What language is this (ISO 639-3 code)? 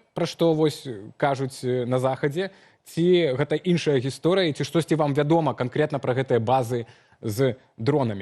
bel